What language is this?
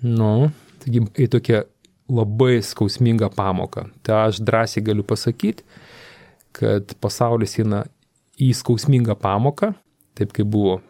Lithuanian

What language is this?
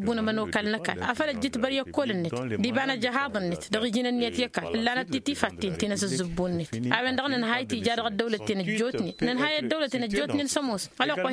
Tamasheq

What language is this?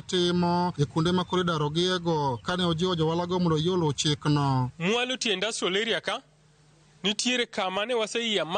Luo (Kenya and Tanzania)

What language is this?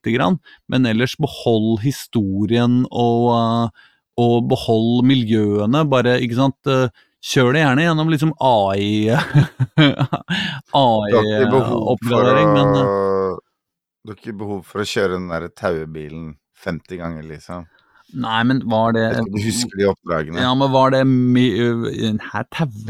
Norwegian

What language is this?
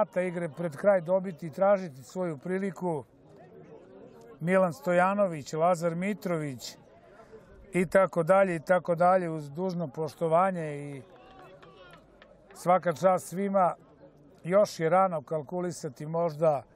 Serbian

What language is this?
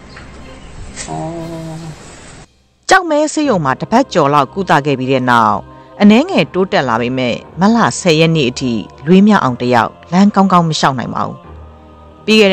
Burmese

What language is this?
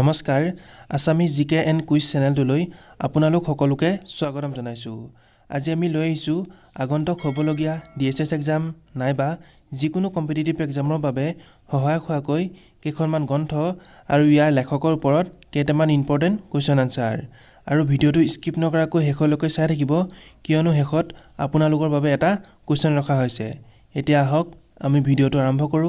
Assamese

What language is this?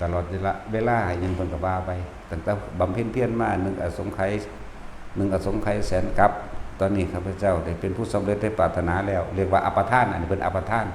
Northeastern Thai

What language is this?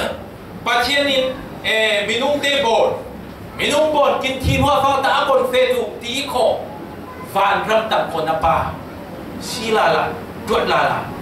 Falam Chin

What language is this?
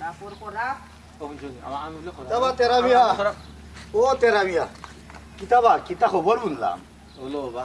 Sylheti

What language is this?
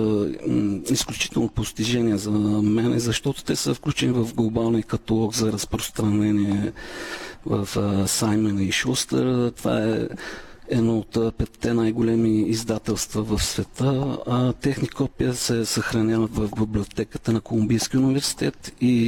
Bulgarian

